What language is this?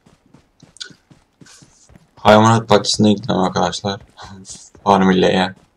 Turkish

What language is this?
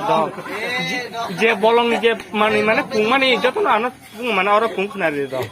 Kok Borok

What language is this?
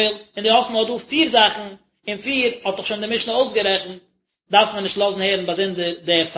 Yiddish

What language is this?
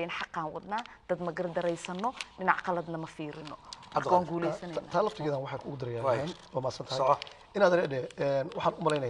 Somali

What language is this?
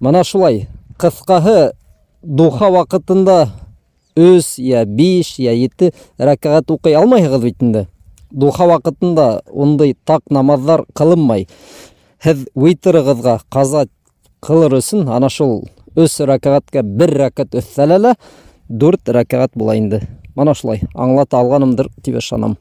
Bashkir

